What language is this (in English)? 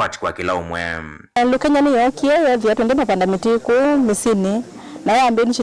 Kamba